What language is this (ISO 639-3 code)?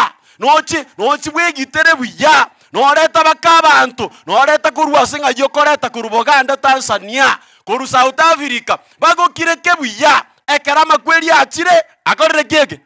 guz